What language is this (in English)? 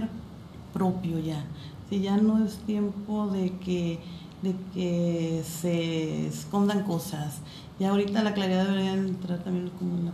Spanish